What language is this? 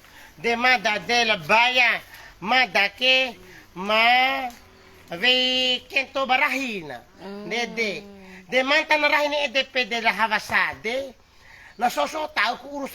Bima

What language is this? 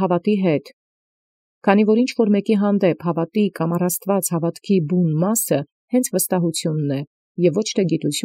Armenian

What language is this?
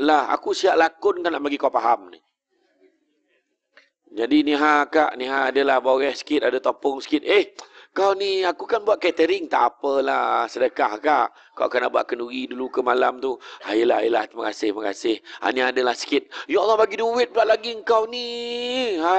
Malay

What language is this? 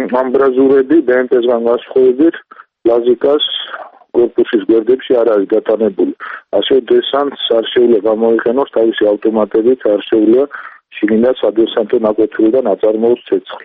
Georgian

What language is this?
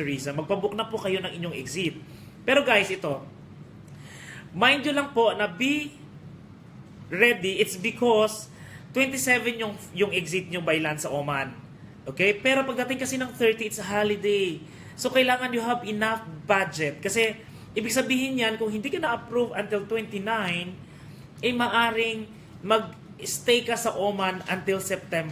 Filipino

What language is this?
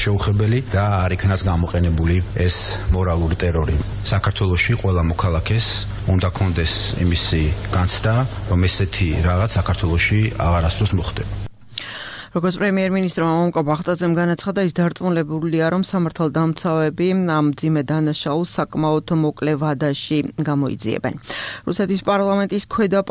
Georgian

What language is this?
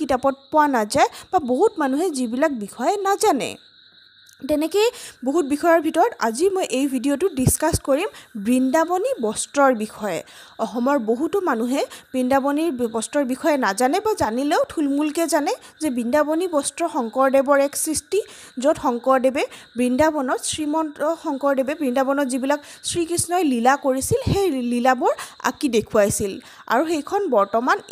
Assamese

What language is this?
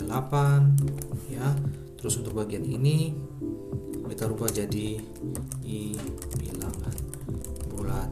Ambonese Malay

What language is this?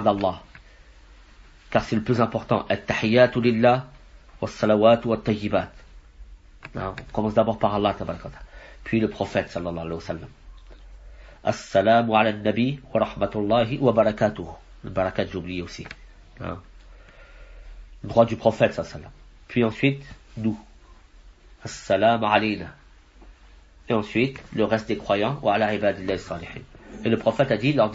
French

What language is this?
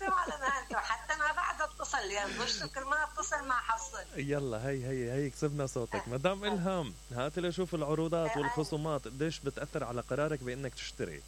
Mesopotamian Arabic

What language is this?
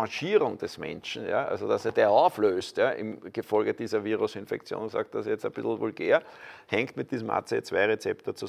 German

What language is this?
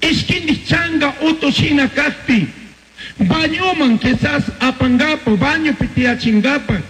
Chimborazo Highland Quichua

